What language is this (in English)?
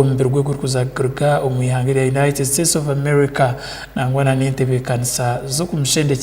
Tooro